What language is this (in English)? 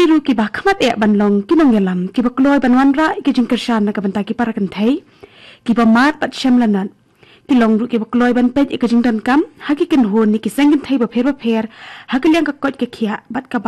Khasi